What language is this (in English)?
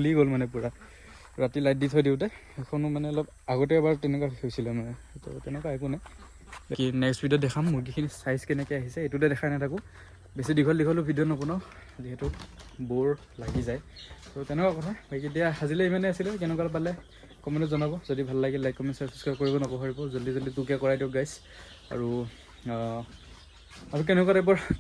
Assamese